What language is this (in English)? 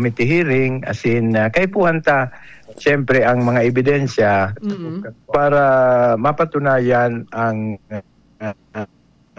Bikol